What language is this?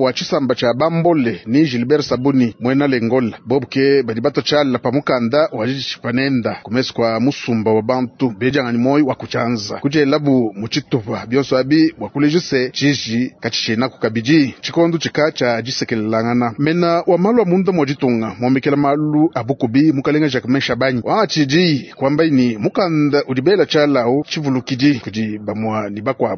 Luba-Lulua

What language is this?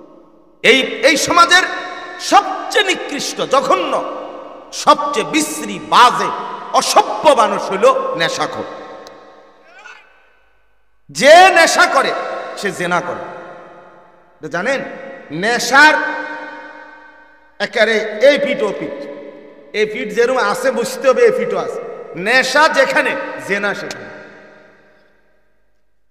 Bangla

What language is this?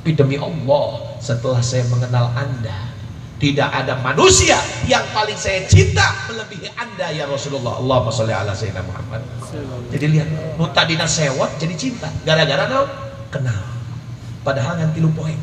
Sundanese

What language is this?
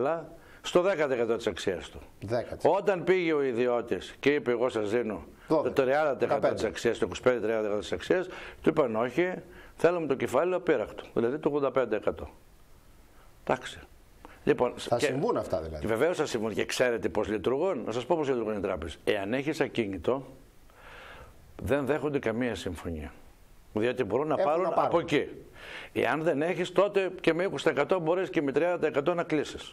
Greek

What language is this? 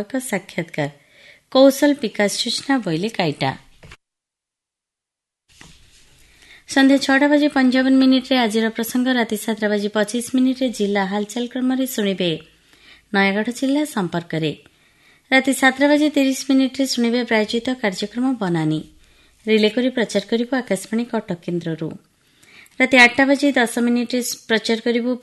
Odia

